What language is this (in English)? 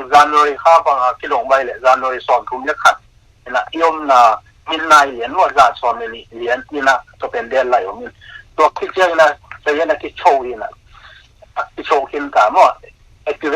Tedim Chin